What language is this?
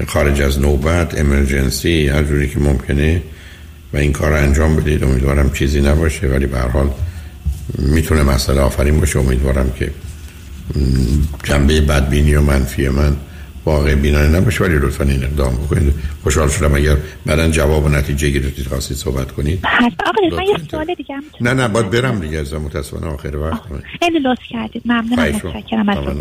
Persian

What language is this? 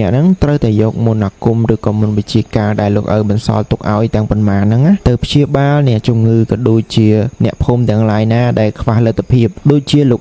Khmer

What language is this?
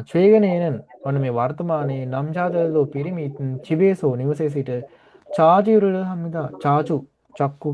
Sinhala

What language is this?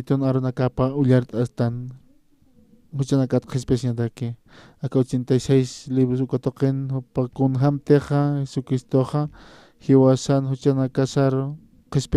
Aymara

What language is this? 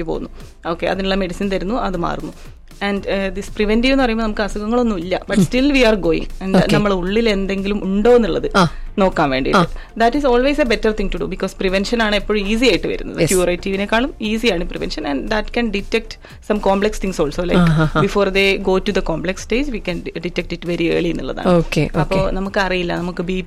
Malayalam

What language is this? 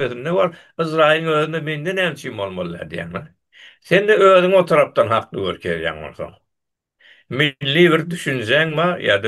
Turkmen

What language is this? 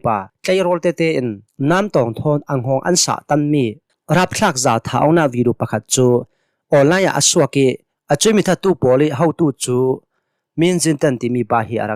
Hakha Chin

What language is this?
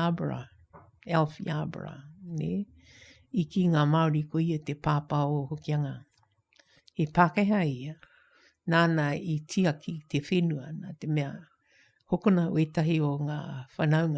Māori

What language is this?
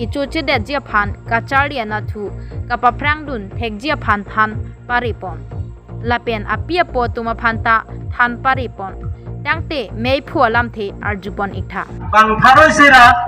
Karbi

